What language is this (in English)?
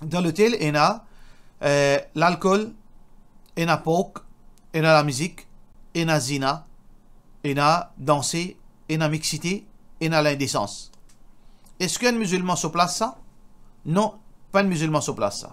Morisyen